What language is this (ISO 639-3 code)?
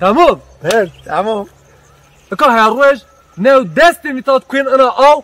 zza